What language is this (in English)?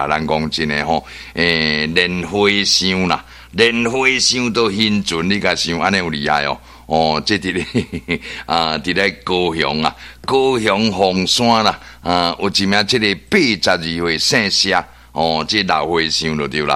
Min Nan Chinese